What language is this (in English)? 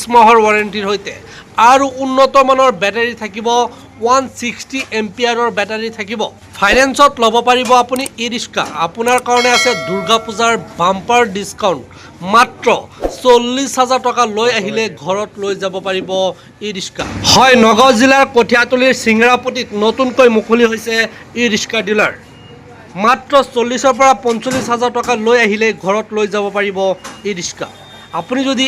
Assamese